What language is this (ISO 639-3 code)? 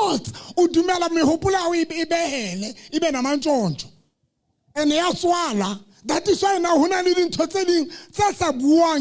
sot